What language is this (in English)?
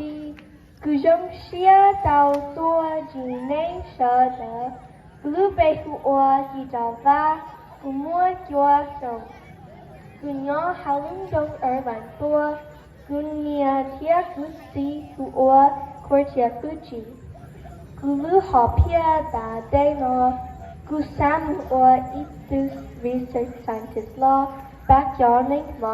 Hmong